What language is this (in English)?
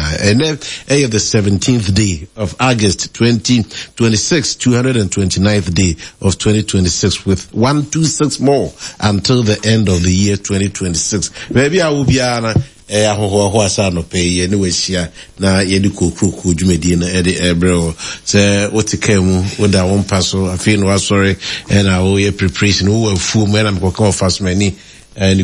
Akan